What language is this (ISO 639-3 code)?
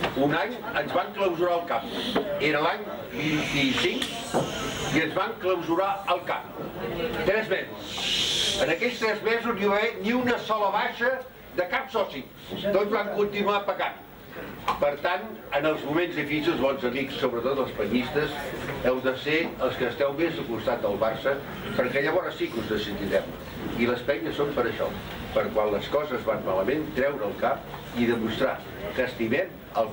cat